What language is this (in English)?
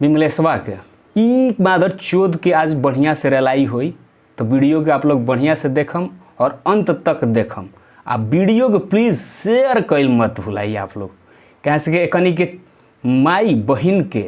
Bhojpuri